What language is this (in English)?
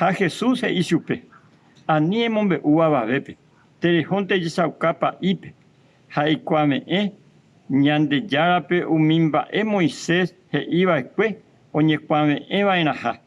Guarani